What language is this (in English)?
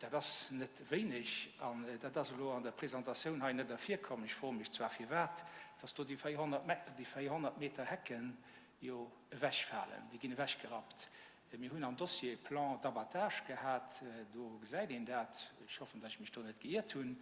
Luxembourgish